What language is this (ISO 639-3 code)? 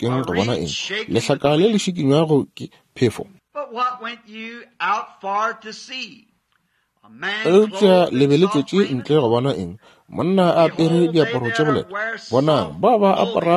nso